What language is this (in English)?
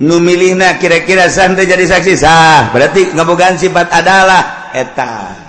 Sundanese